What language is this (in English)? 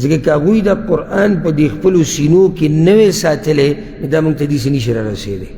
Pashto